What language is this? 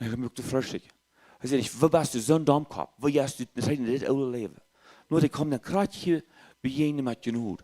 Plautdietsch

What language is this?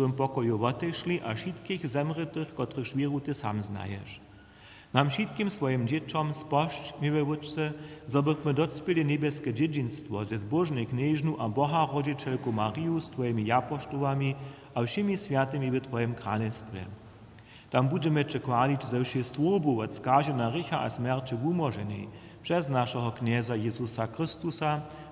Upper Sorbian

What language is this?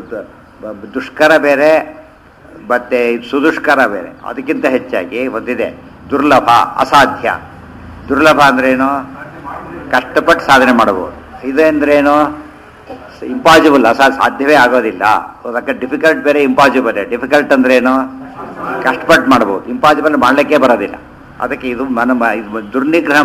Kannada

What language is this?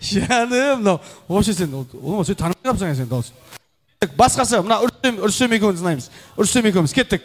Kara-Kalpak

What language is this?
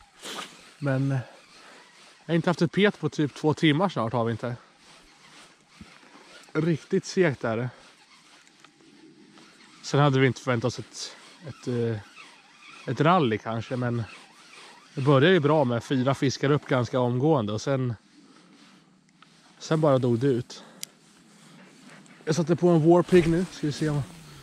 Swedish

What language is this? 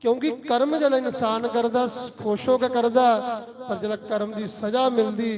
Dogri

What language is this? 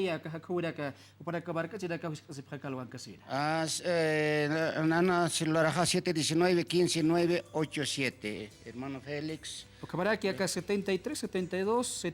Aymara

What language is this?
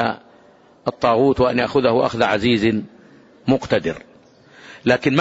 Arabic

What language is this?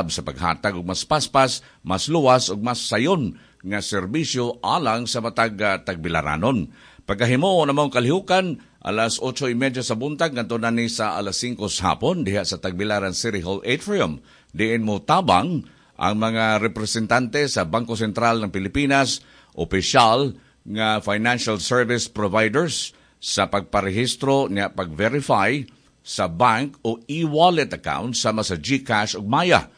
Cebuano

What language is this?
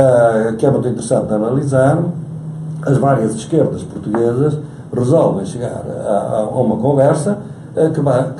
Portuguese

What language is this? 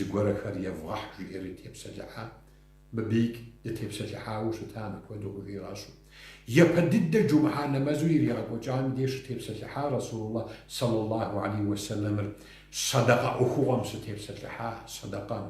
Kabardian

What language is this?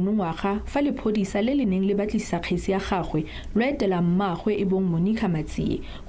Tswana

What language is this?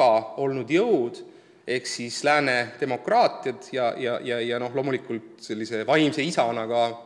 Estonian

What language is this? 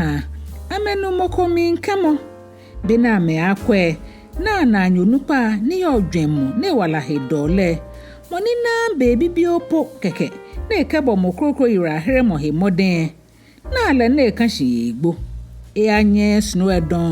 Ga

